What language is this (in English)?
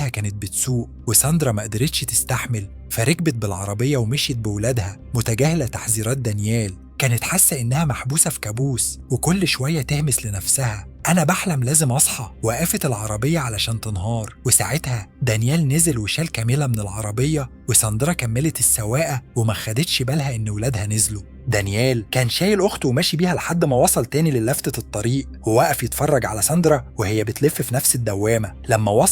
Egyptian Arabic